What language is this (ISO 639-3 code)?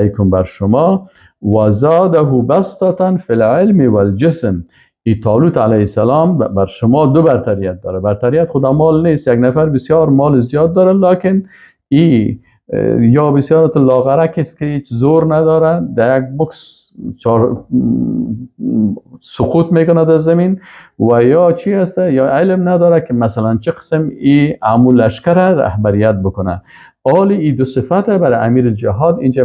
fas